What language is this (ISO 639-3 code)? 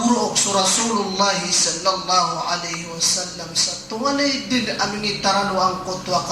mrw